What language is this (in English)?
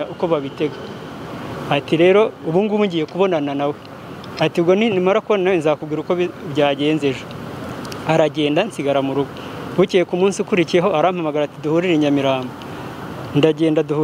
Kinyarwanda